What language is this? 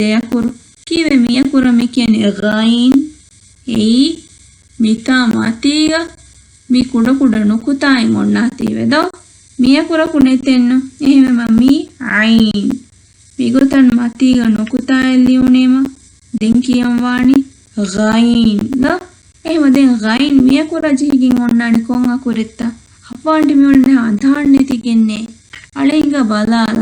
Divehi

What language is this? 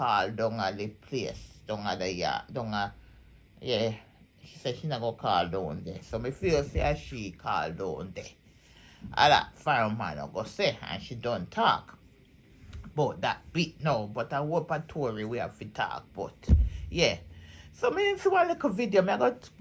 Jamaican Creole English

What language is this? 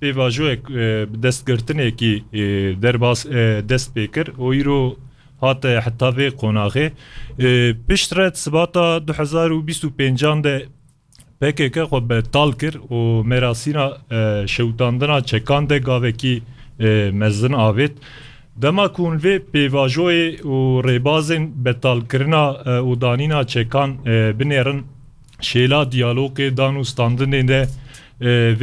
Kurdish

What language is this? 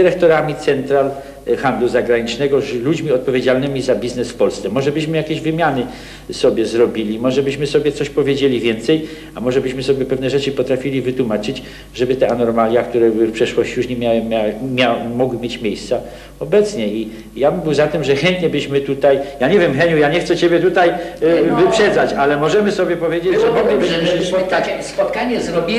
Polish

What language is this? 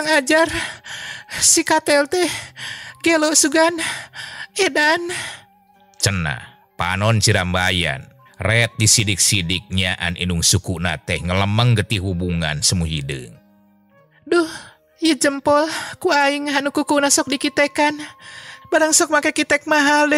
Sundanese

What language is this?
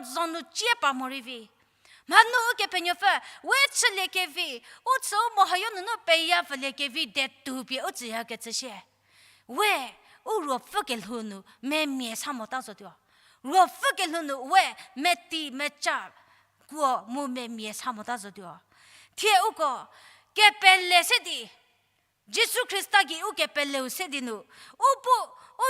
Angami Naga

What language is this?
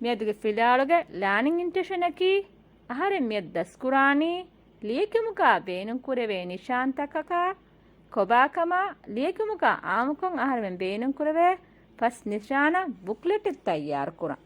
Divehi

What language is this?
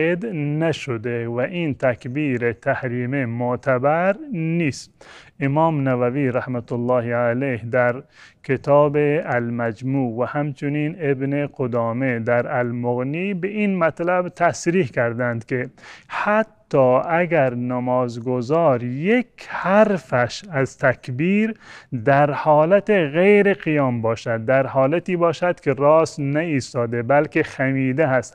Tajik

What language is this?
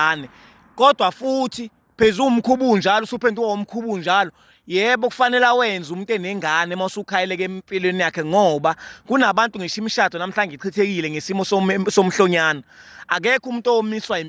Zulu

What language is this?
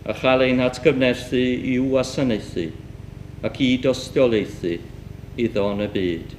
Welsh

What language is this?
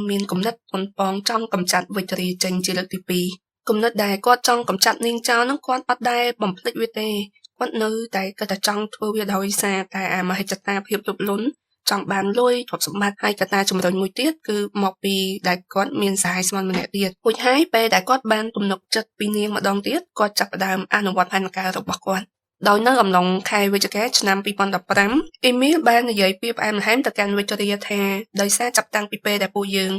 Khmer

